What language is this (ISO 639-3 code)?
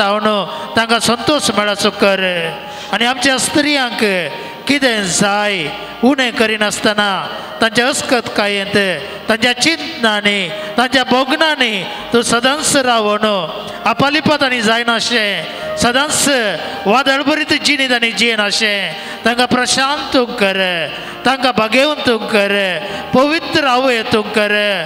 kok